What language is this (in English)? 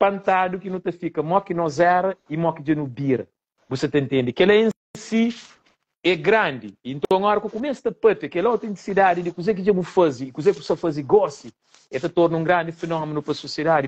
Kabuverdianu